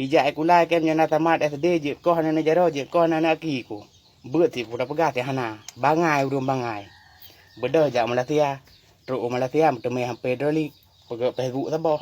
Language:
Achinese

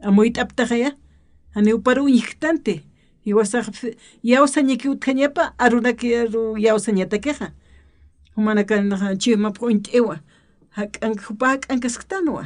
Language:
Aymara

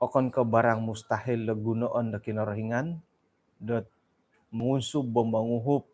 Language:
Central Dusun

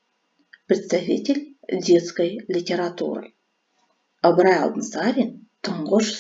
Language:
Kazakh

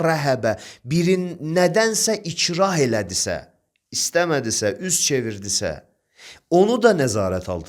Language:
Azerbaijani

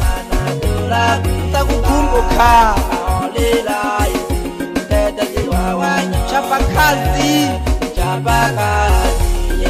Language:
Swahili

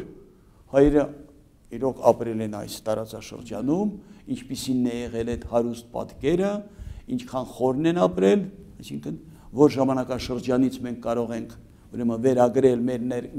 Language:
Armenian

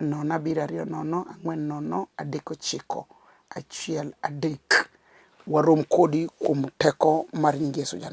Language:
Luo (Kenya and Tanzania)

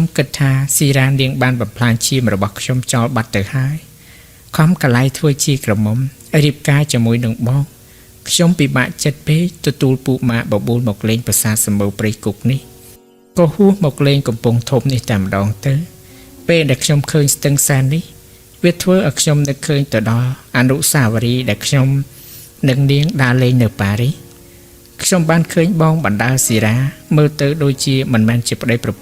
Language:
Khmer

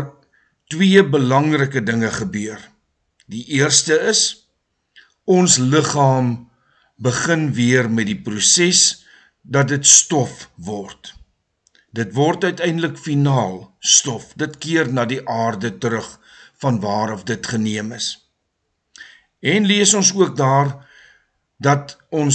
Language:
Afrikaans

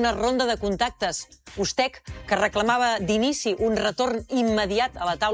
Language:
Catalan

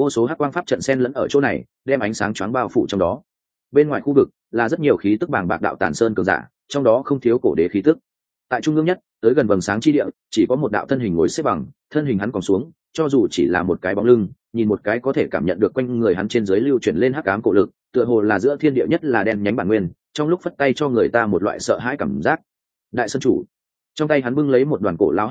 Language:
Vietnamese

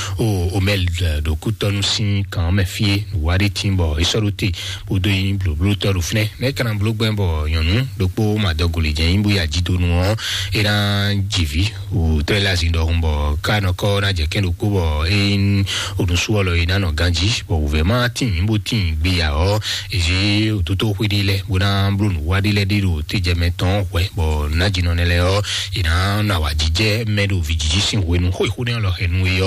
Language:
Fon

